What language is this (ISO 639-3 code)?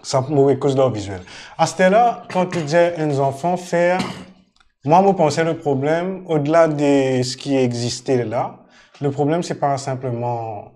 mfe